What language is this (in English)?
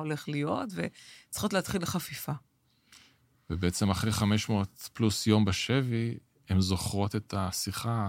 Hebrew